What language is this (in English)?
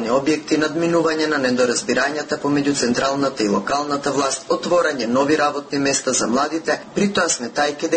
Macedonian